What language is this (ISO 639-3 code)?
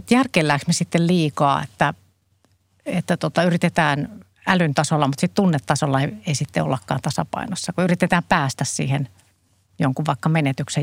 fin